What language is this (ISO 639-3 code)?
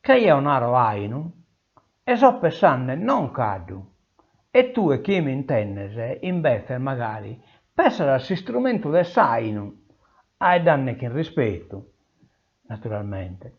srd